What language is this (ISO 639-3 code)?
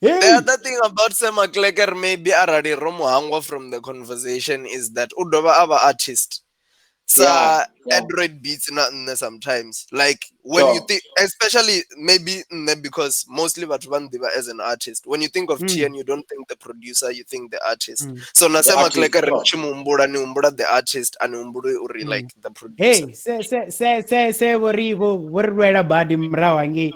ven